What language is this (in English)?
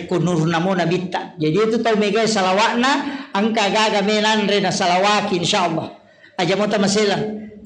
Buginese